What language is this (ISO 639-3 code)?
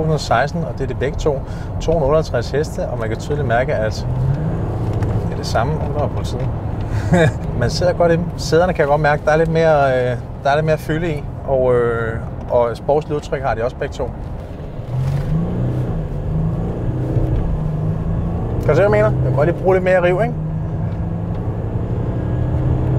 dan